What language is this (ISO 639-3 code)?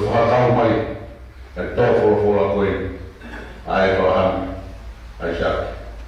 ton